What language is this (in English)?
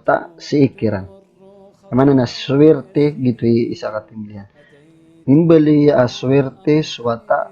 Maranao